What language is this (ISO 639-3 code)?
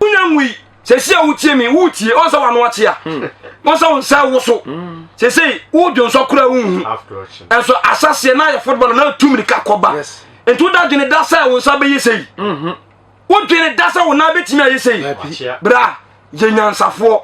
aka